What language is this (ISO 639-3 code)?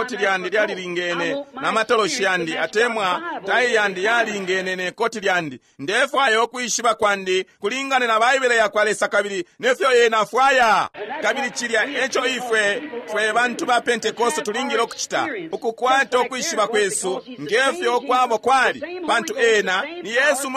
bem